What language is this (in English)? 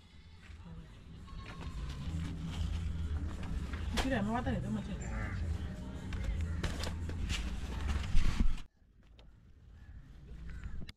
Swahili